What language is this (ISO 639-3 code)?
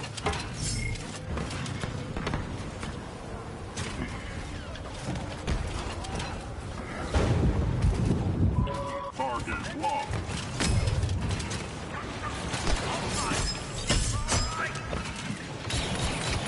eng